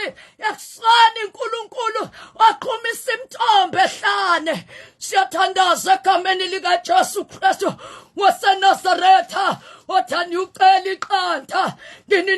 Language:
Zulu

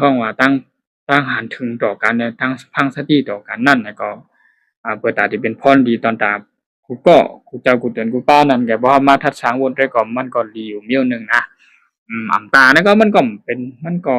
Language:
Shan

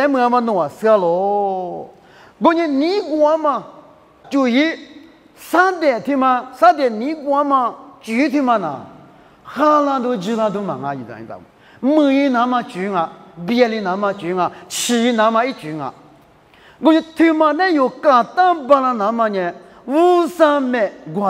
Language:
Lisu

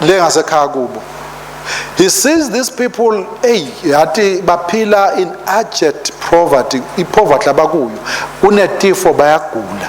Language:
Swati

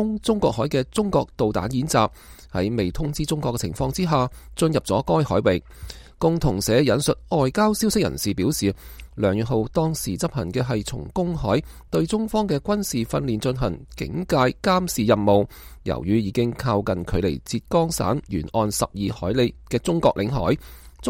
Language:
Cantonese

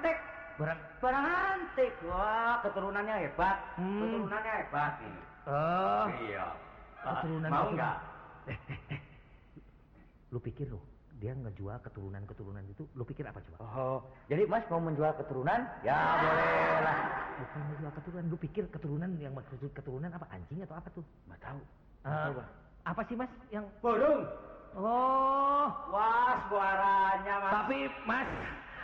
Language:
Indonesian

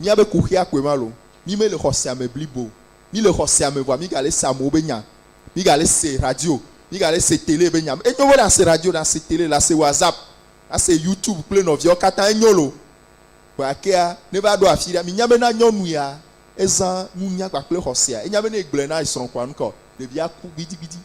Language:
Ewe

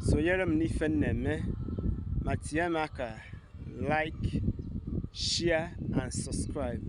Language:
Igbo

